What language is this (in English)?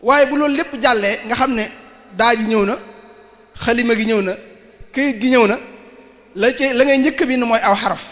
Wolof